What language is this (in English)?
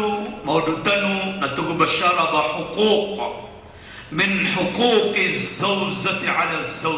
Maranao